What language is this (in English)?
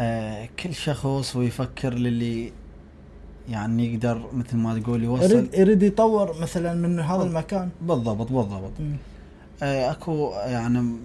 Mesopotamian Arabic